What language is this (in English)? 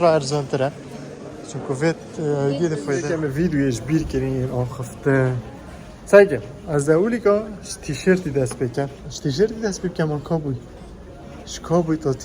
Kurdish